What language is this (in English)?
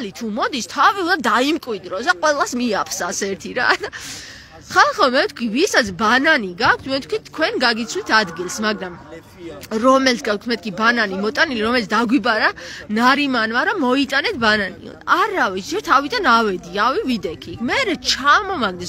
Georgian